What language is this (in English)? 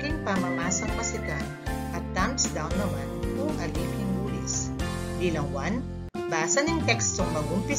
Pampanga